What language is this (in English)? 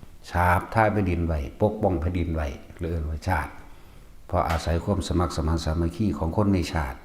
Northeastern Thai